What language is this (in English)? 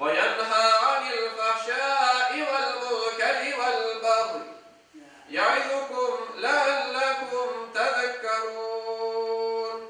Crimean Tatar